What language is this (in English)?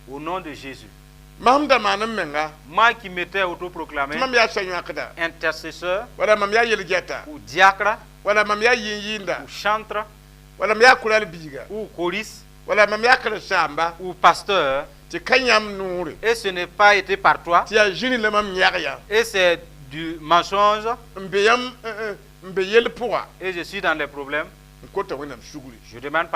Mossi